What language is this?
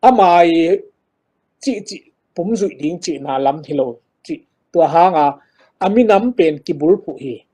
Tedim Chin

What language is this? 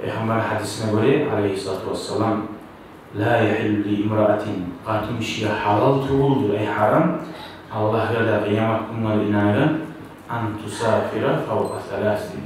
Kumyk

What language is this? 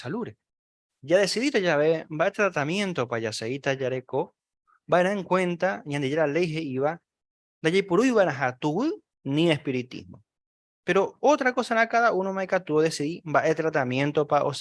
Guarani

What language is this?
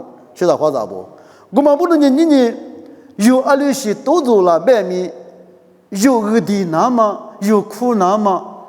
Lisu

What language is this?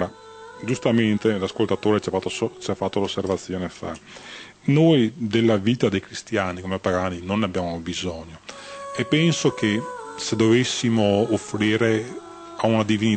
Italian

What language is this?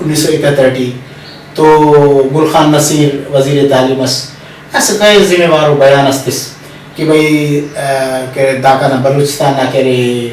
Brahui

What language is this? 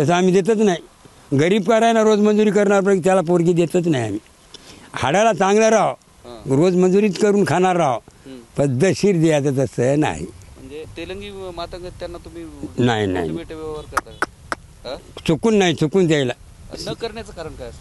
Marathi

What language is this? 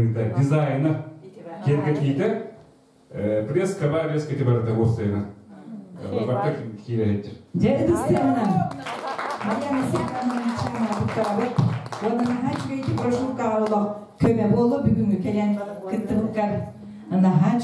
Yakut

